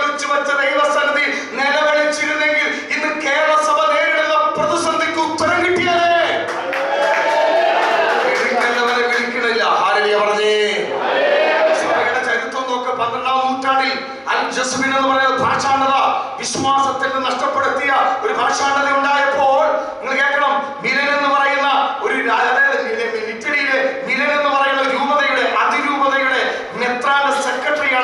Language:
Malayalam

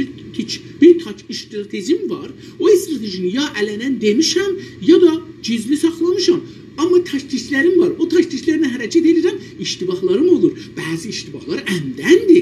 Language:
South Azerbaijani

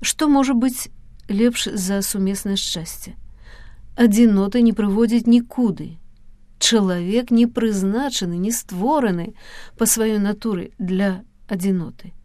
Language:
Belarusian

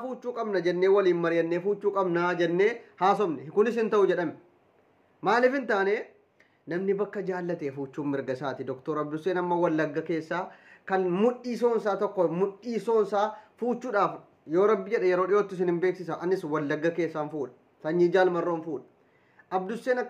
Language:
Oromo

